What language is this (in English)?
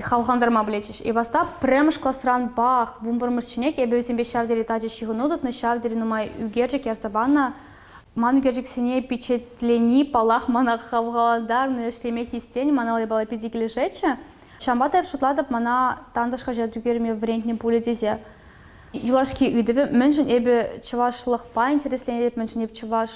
Chuvash